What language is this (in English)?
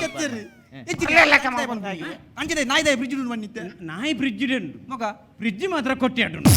Tulu